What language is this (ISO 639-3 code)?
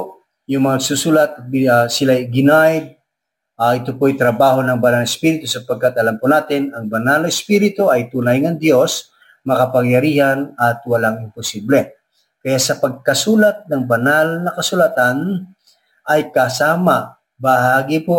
fil